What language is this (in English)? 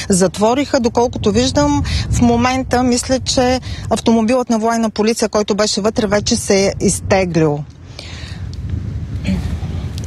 Bulgarian